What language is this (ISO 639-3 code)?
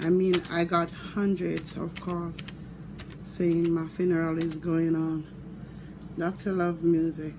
jam